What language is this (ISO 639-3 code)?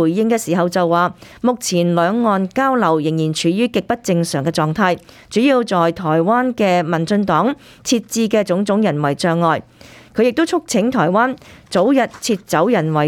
yue